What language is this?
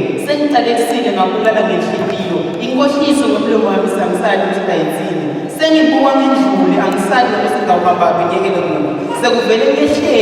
Zulu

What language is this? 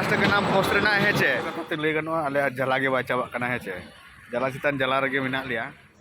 Santali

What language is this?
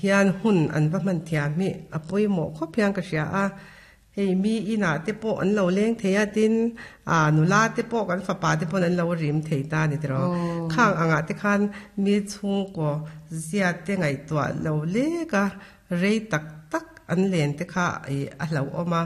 Mizo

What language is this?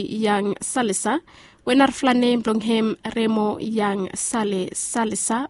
Bislama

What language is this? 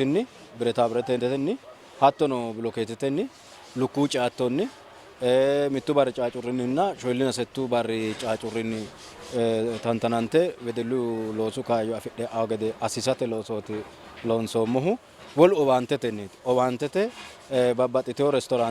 Sidamo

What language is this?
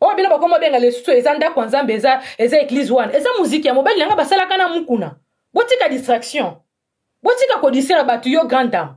Lingala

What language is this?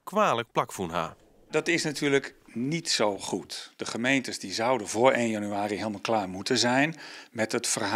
Western Frisian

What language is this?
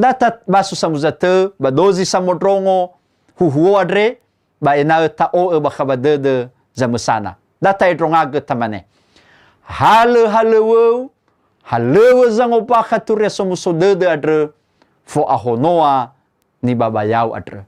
Nias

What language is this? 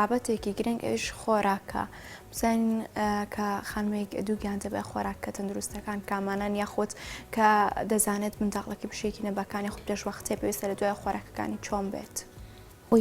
Central Kurdish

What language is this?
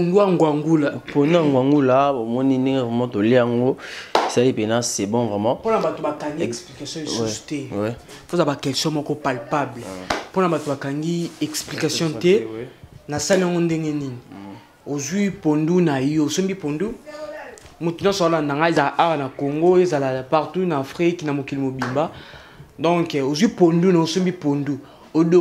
Lingala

